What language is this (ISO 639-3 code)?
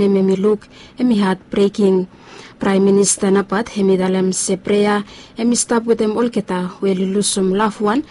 bis